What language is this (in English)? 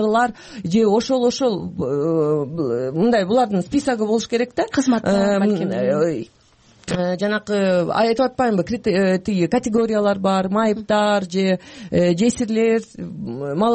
Kyrgyz